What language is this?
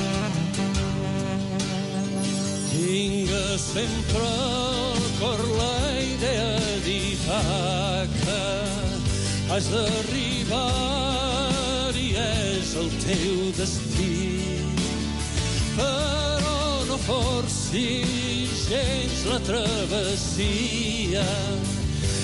Catalan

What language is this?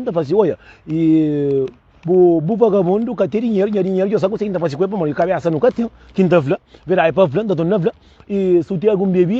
Kabuverdianu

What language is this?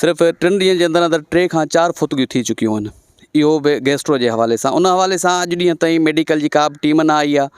Sindhi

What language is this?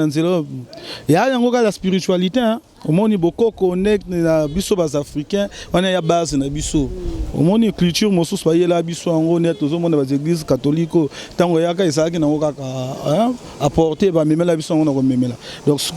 Lingala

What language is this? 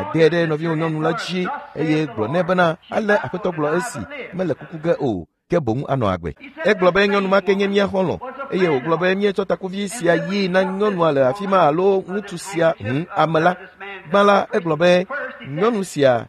Ewe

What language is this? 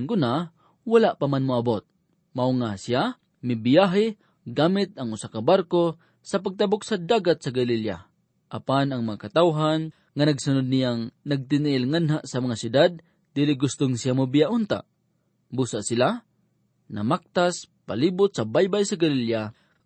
Cebuano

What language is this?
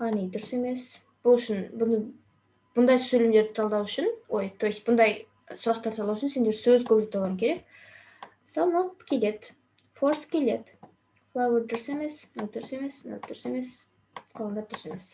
Kazakh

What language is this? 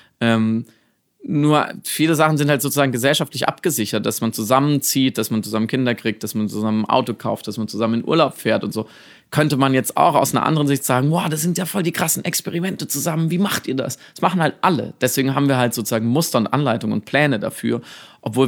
German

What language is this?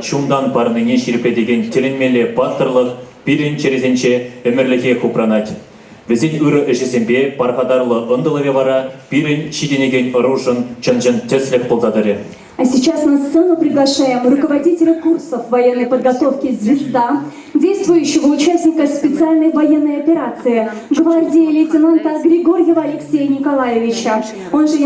Chuvash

